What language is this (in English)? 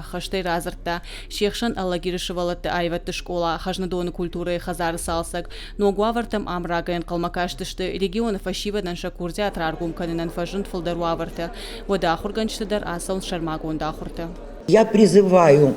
Ossetic